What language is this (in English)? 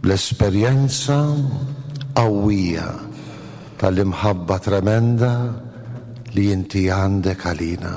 Maltese